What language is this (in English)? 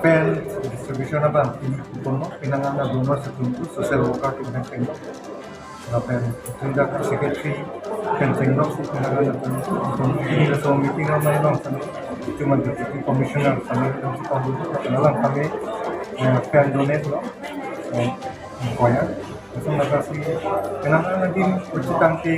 Karbi